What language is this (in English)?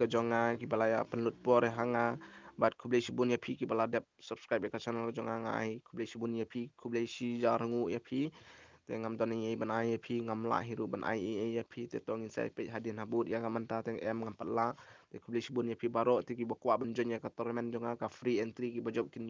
Khasi